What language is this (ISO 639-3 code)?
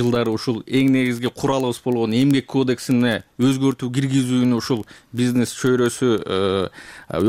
kir